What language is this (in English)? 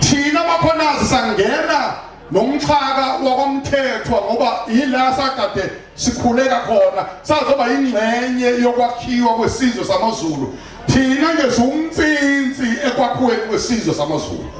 Zulu